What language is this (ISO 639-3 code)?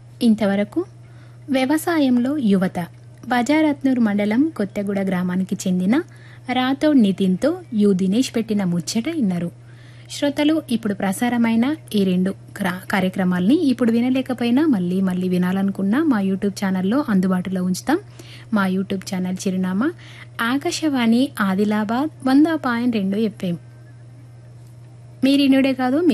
tel